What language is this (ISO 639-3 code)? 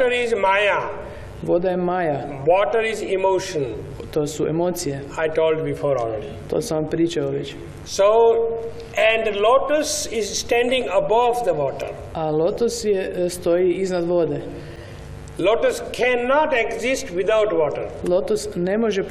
hrv